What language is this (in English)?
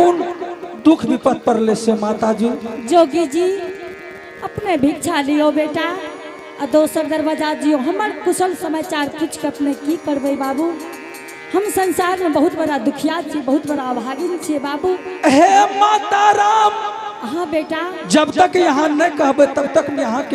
Angika